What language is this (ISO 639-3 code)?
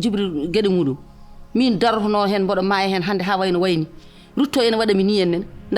ful